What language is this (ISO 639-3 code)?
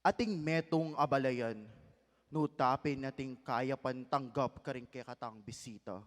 pam